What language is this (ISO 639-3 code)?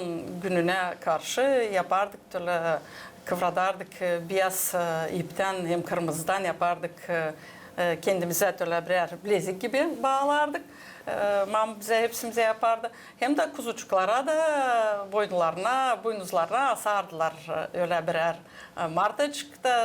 gag